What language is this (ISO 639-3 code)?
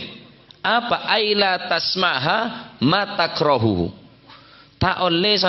mad